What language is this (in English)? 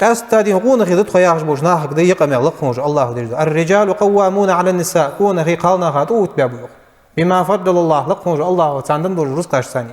Ingush